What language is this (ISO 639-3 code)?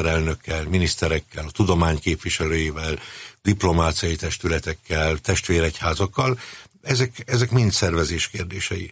hun